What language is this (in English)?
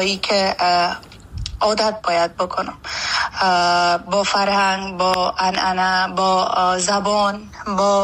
Persian